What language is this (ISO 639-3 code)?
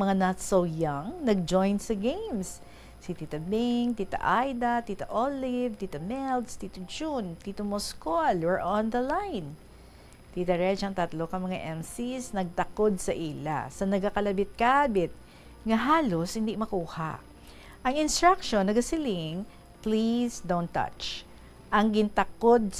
hil